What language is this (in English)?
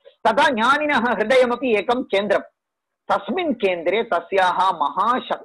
Sanskrit